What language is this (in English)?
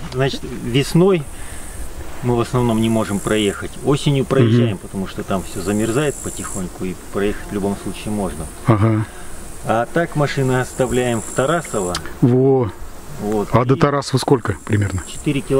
Russian